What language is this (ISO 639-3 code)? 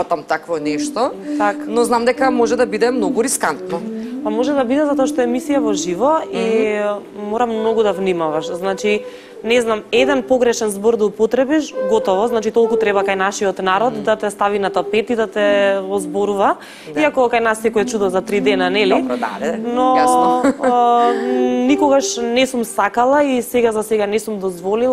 mkd